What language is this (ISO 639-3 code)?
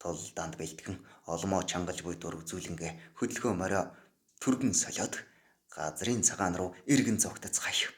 mon